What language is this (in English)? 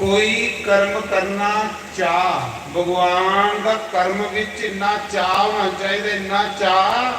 Dogri